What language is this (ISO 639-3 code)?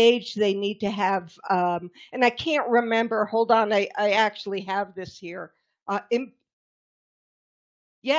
eng